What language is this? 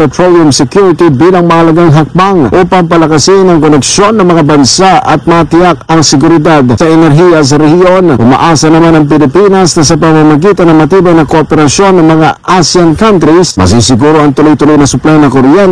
Filipino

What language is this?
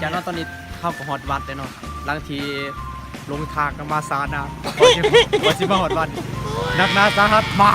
Lao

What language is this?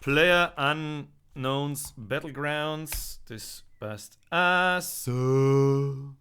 Bavarian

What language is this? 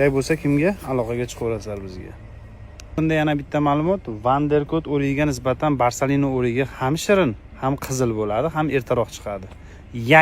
Uzbek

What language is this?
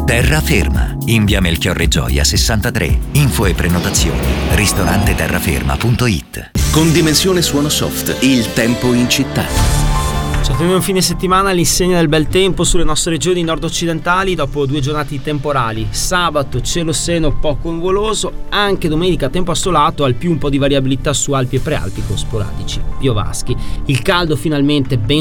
Italian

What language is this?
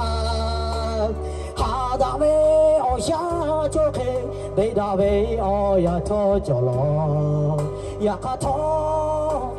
Lahu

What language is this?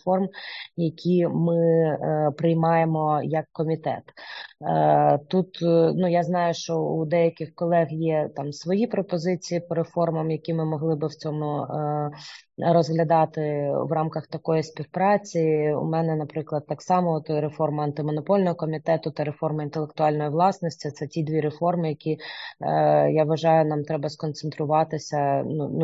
Ukrainian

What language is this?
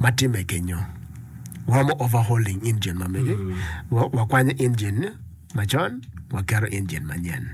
Acoli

